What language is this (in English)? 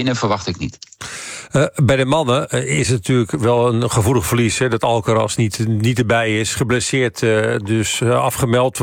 Dutch